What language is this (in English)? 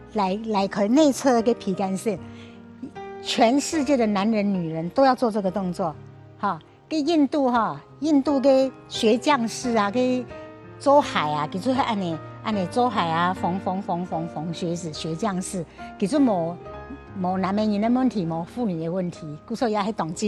Hakka Chinese